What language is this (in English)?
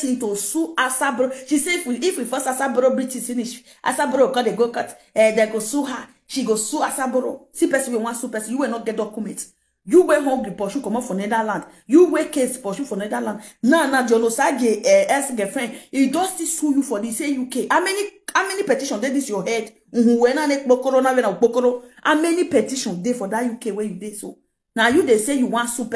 Nigerian Pidgin